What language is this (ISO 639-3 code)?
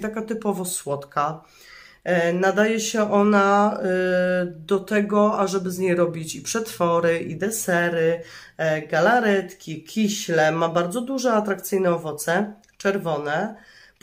pol